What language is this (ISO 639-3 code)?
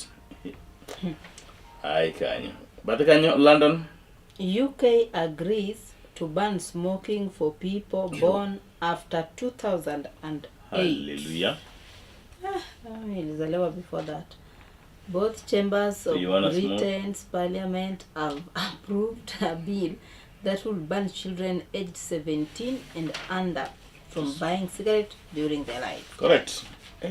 luo